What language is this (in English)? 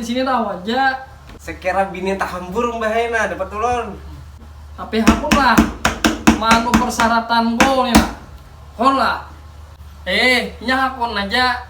Banjar